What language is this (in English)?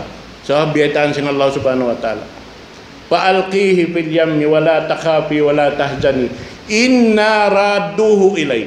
Tausug